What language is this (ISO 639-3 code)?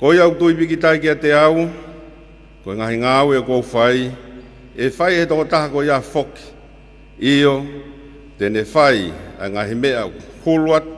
ton